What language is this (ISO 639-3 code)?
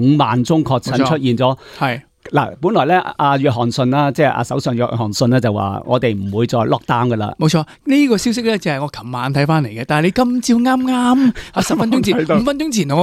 yue